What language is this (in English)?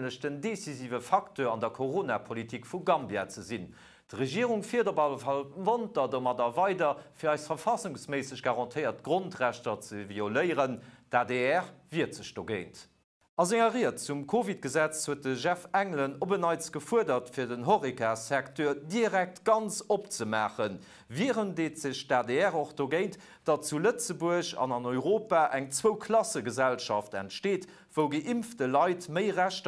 Luxembourgish